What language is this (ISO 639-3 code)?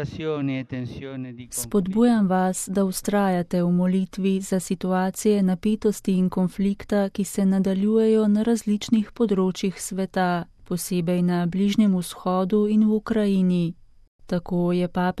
slv